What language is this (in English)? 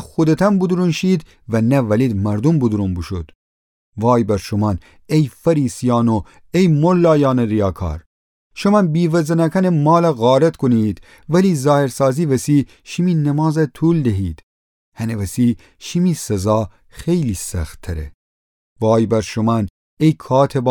Gilaki